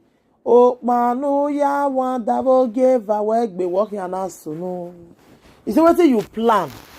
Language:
Nigerian Pidgin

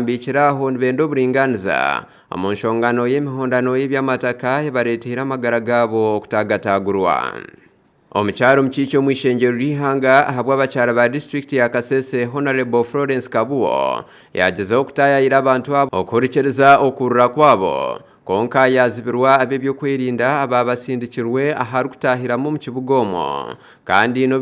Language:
Nyankole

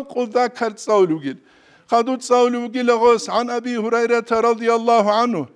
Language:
Avaric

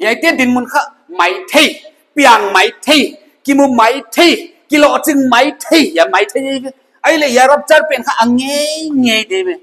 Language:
Paite Chin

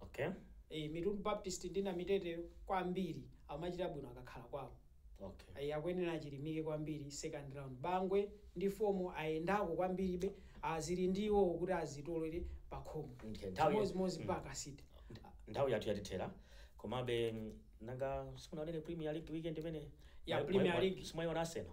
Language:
Nyanja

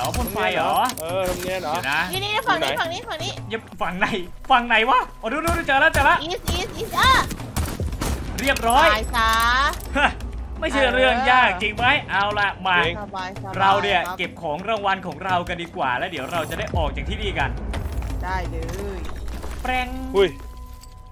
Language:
Thai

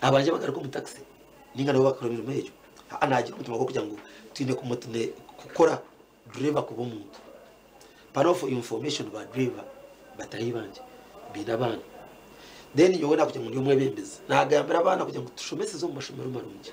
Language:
Nyankole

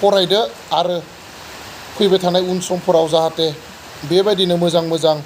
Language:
Bodo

